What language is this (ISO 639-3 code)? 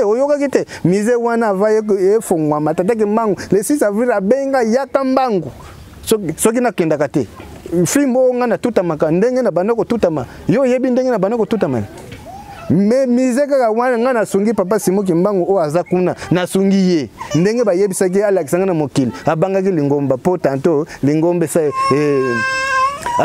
lin